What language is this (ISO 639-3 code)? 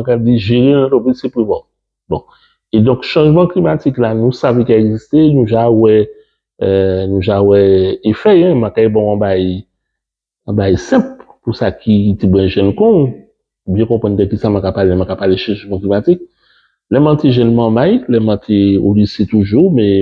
gcf